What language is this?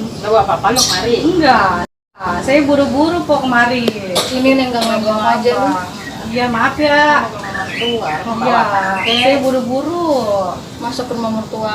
Betawi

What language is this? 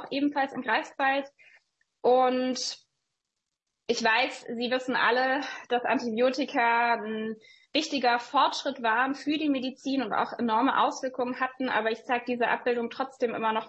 German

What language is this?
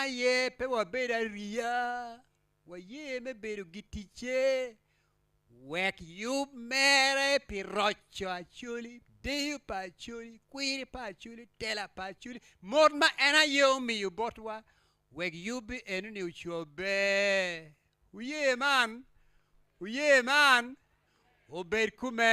Acoli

